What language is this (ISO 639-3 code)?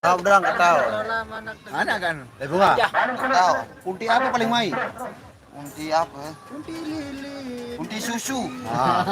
sas